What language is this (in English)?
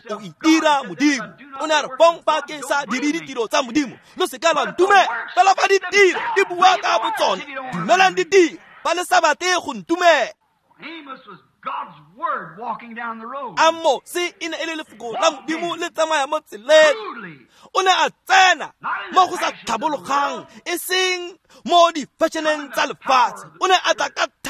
Tswana